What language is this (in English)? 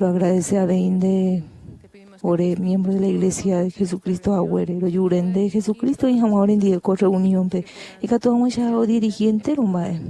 Guarani